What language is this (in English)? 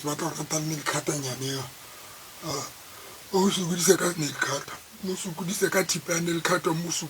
Tswana